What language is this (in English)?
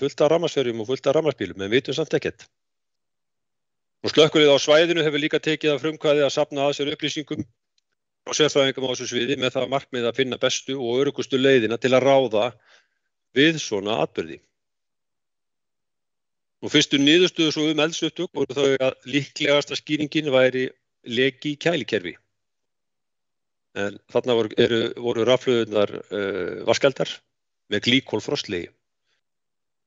Icelandic